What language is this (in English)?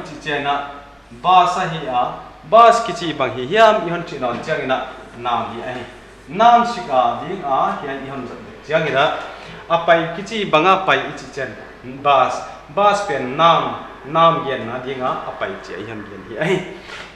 Paite Chin